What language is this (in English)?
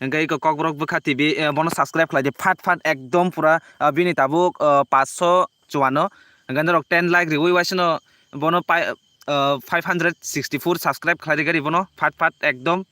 Kok Borok